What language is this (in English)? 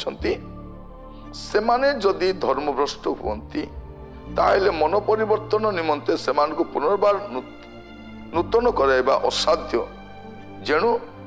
Odia